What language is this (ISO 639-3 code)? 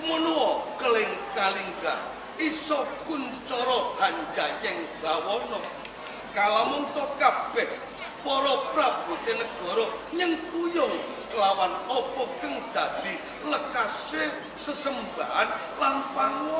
jav